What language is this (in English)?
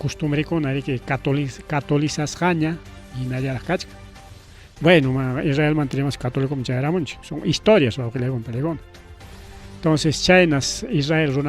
Ayacucho Quechua